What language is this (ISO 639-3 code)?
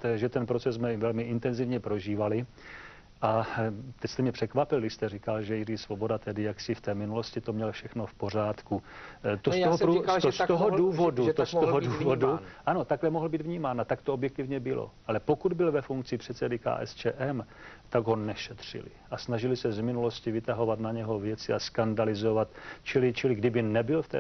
ces